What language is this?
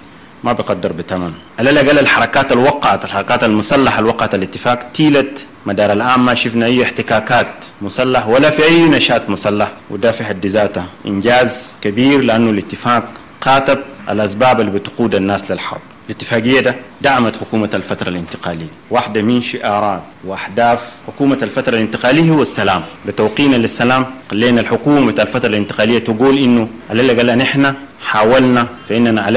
Sudanese Arabic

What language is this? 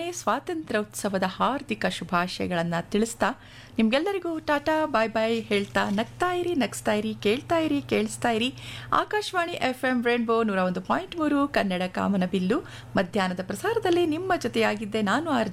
Kannada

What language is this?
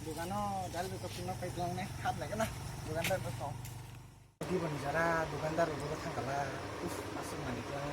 Kok Borok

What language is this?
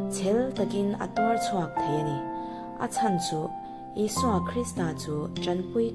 Mizo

